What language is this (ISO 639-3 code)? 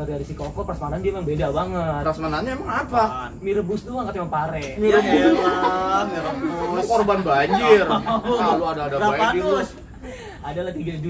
bew